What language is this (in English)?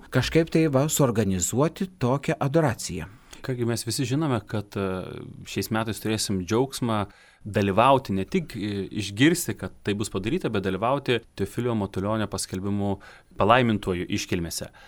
Lithuanian